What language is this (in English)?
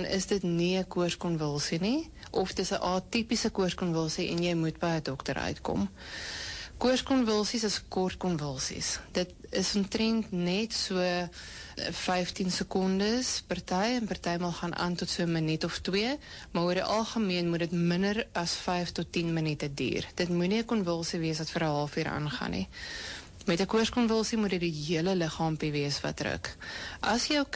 Afrikaans